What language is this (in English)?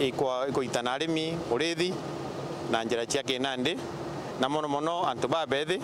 Meru